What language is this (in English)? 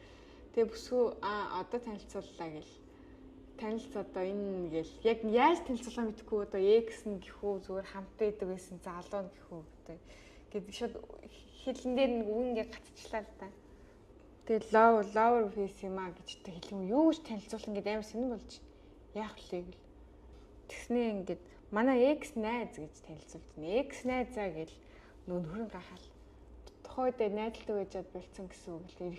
Mongolian